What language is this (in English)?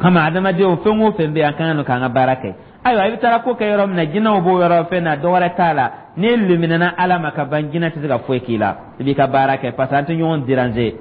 Dyula